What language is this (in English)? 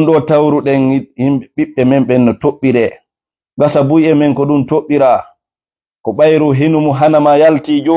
Fula